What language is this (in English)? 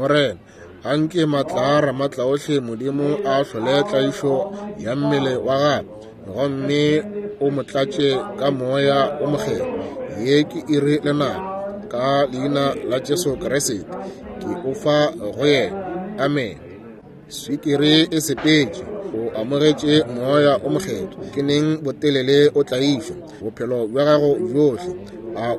Northern Sotho